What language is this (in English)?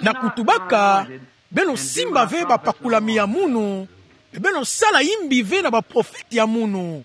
Kituba (Democratic Republic of Congo)